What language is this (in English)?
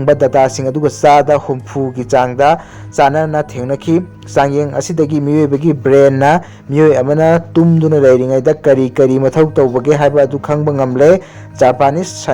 Manipuri